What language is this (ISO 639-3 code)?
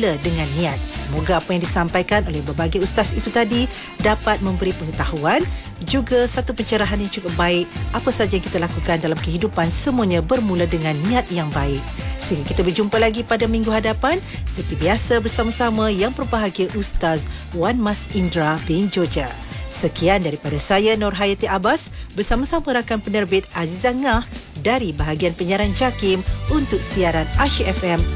msa